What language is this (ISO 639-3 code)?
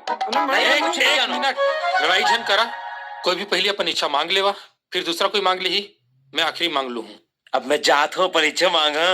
hne